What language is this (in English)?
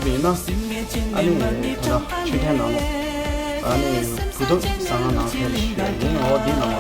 Tibetan